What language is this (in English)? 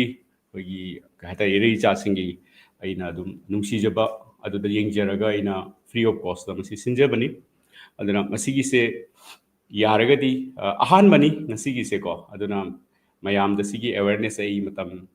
Manipuri